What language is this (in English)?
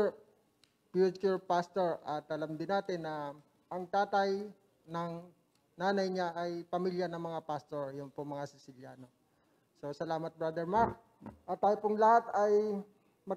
Filipino